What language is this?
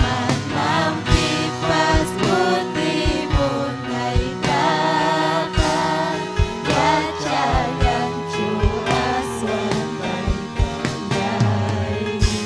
Ayacucho Quechua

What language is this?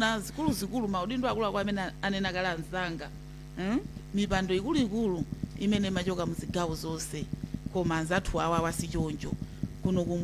Nyanja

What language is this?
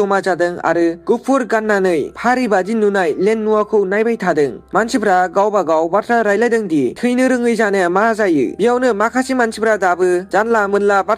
Bodo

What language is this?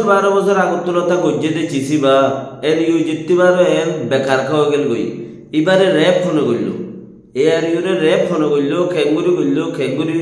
Rohingya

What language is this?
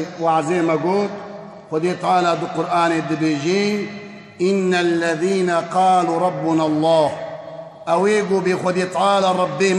Kurdish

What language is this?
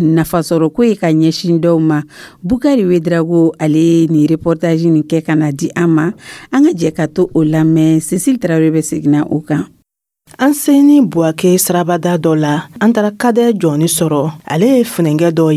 Dyula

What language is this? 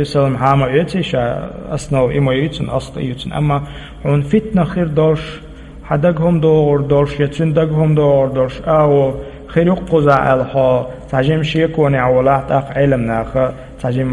Chechen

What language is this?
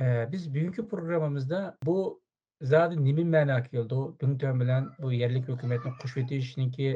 Uyghur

